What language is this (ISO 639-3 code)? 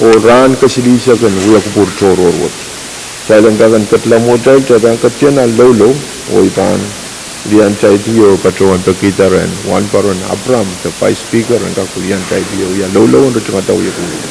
pon